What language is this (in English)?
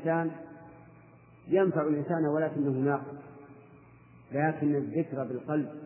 Arabic